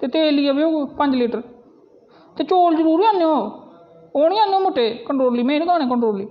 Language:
Dogri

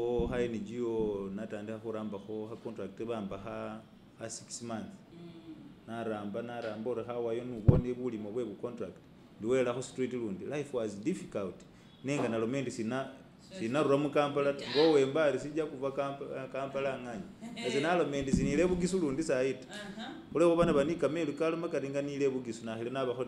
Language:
Masaaba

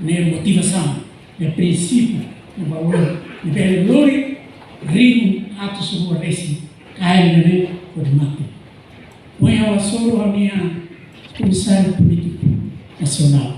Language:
Tetum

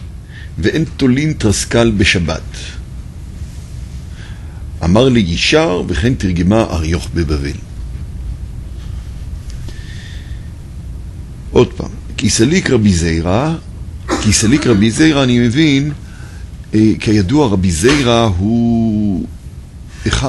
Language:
Hebrew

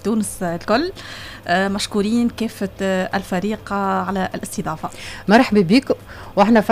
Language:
Tunisian Arabic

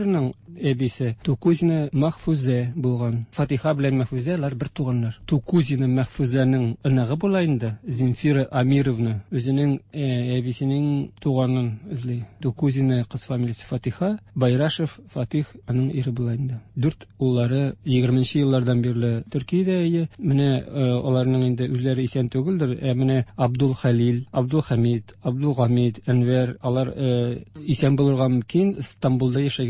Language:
Tatar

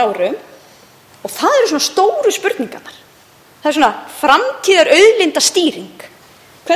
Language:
Icelandic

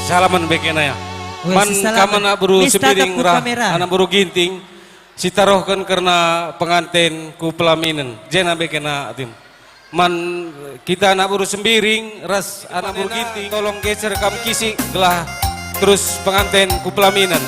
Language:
Batak Karo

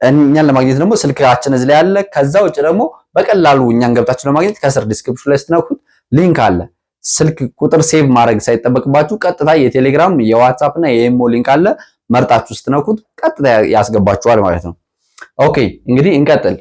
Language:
Amharic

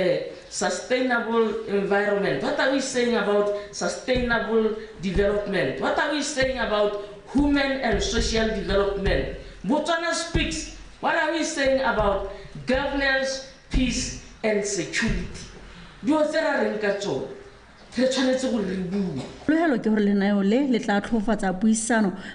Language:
Tswana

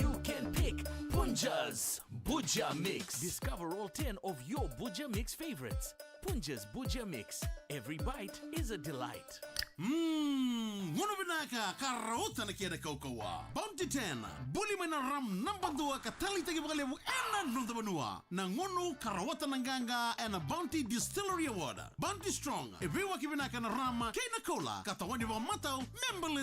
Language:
Fijian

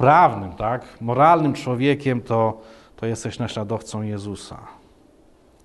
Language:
Polish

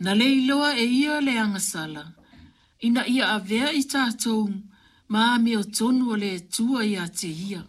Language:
Samoan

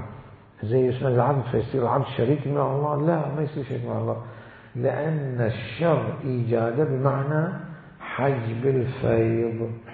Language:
Mesopotamian Arabic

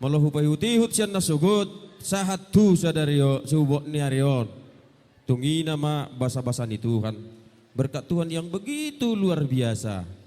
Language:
Batak Toba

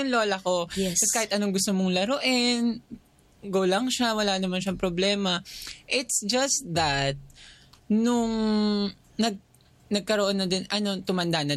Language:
Filipino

